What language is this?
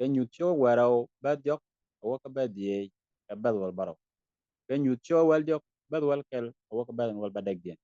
Nuer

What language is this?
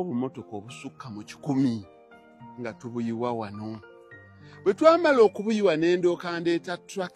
Ganda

